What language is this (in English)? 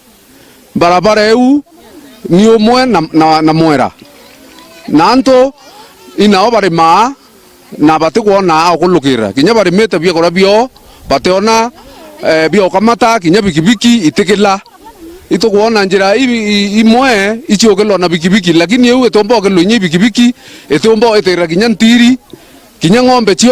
Meru